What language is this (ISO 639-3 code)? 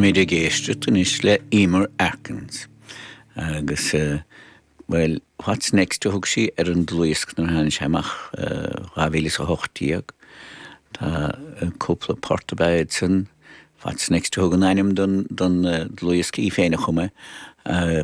gle